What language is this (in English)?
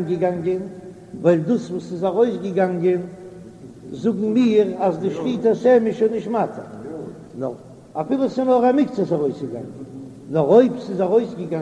Yiddish